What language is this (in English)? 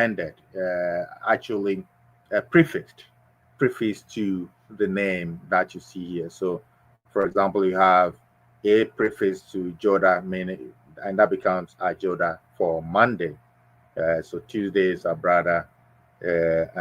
Ewe